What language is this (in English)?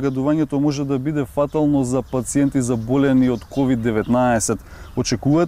Macedonian